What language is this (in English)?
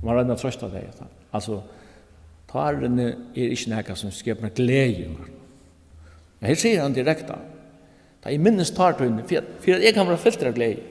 Faroese